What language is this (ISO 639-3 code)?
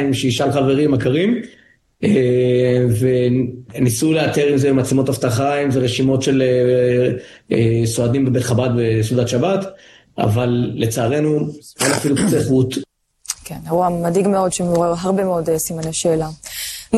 heb